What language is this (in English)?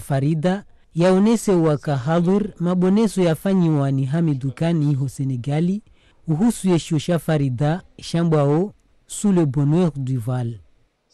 Ngazidja Comorian